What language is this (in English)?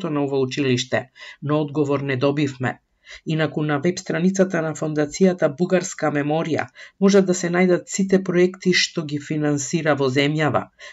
Macedonian